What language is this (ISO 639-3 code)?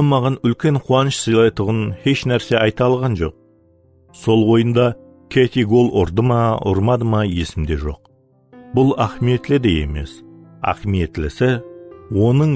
kaa